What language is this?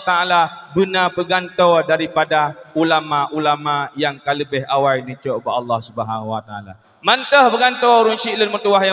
Achinese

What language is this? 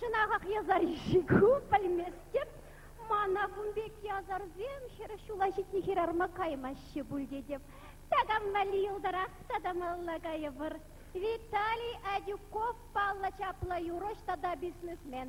Chuvash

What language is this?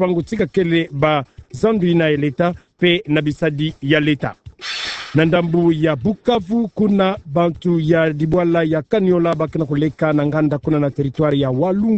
Kituba (Democratic Republic of Congo)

